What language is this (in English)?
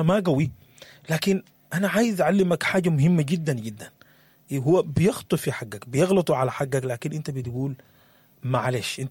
Sudanese Arabic